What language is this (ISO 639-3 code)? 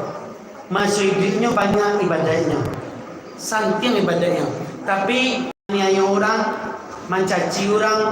min